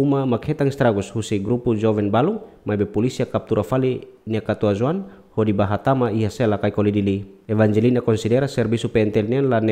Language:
Tetum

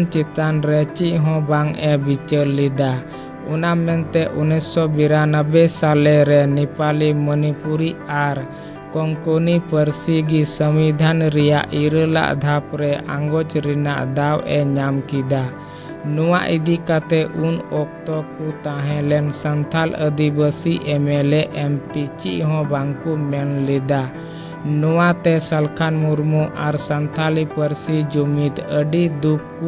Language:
Santali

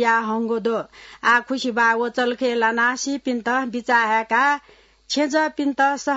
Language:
Newari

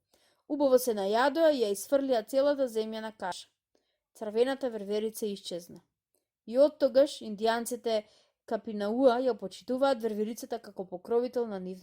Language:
Macedonian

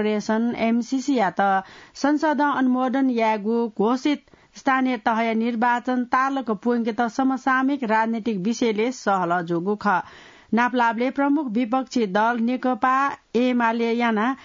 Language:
Newari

